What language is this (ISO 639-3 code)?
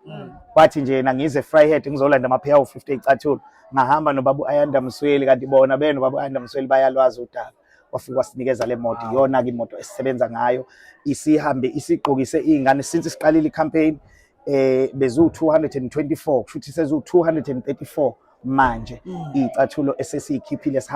zul